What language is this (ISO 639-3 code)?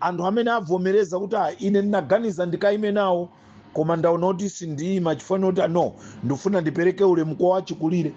nya